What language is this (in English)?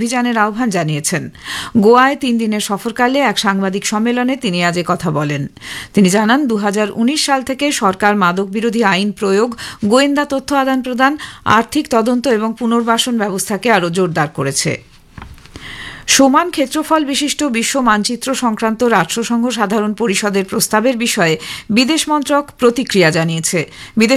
Bangla